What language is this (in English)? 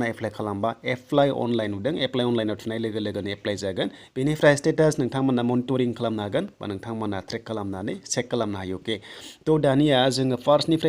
Bodo